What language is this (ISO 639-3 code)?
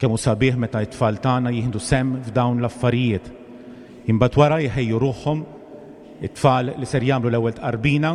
mlt